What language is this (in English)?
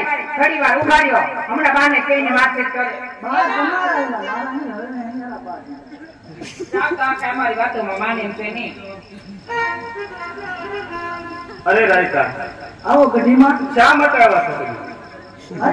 Gujarati